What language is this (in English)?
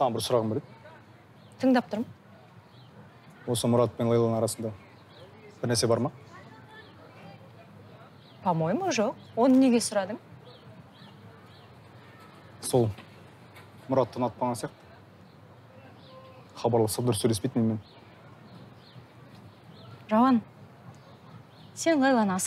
Kazakh